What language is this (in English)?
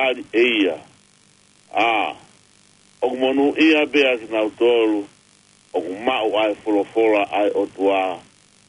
Tongan